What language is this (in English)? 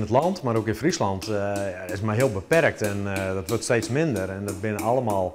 Western Frisian